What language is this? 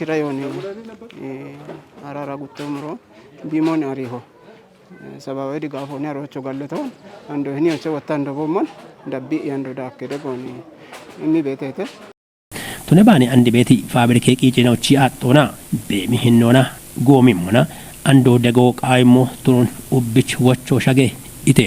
Kafa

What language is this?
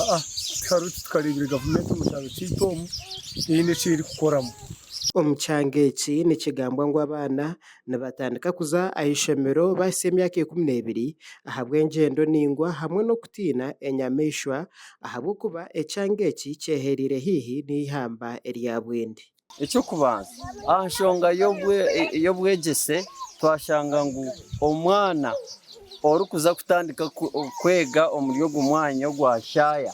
Nyankole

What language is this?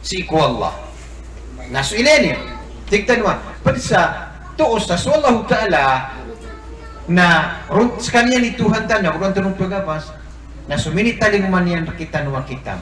Maranao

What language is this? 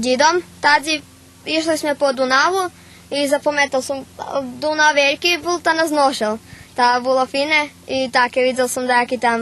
Rusyn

